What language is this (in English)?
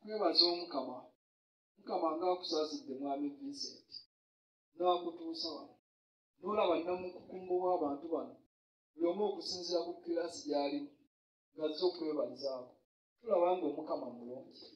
Ganda